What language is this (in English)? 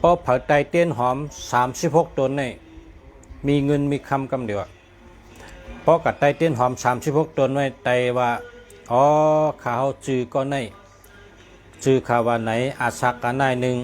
Shan